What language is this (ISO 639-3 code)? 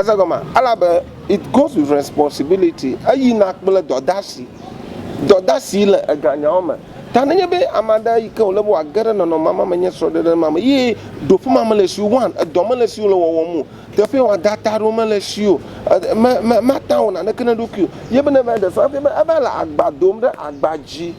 ewe